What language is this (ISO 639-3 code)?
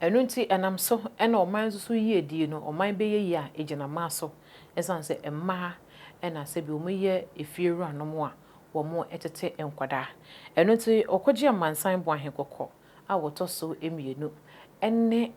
aka